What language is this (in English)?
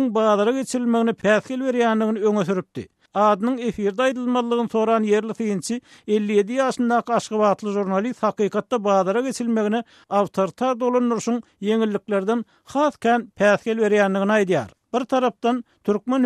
Turkmen